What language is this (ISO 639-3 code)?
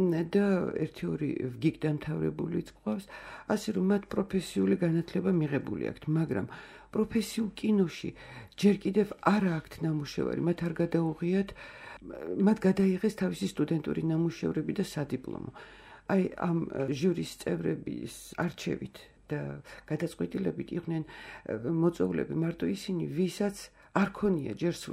kat